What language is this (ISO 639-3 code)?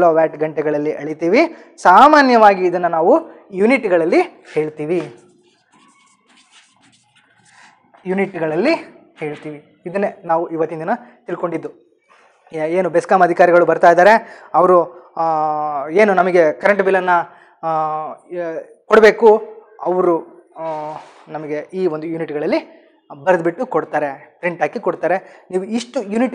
kan